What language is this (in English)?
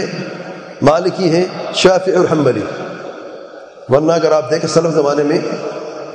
Urdu